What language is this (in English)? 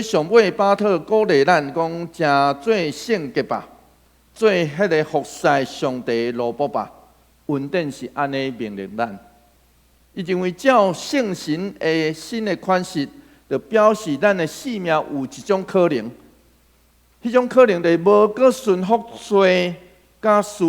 Min Nan Chinese